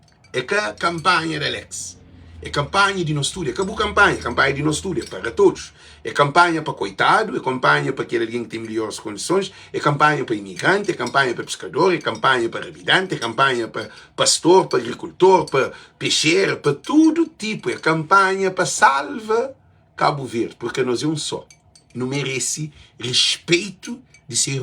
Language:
Kabuverdianu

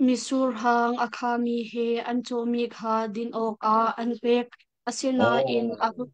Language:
Hakha Chin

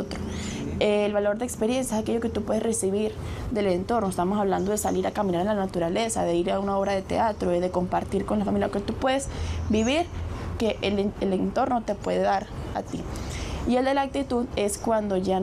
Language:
Spanish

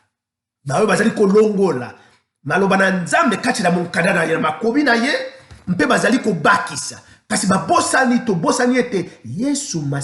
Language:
Lingala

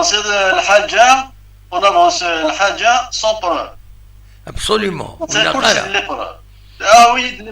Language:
Kabyle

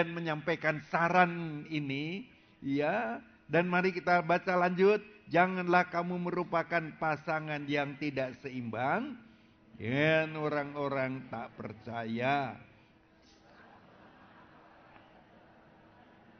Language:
Indonesian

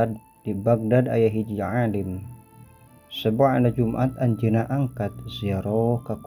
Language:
Sundanese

